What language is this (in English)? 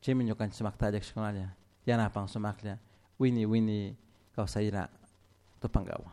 Chimborazo Highland Quichua